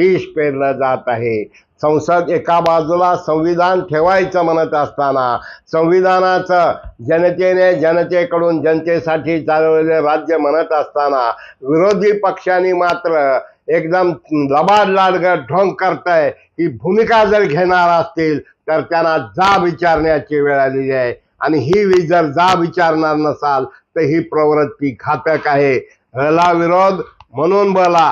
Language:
Marathi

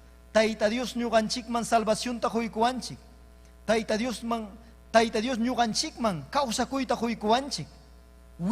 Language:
Ayacucho Quechua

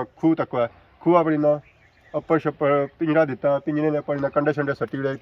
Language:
Pahari-Potwari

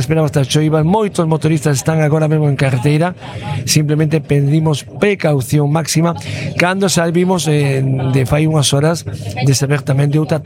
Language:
Galician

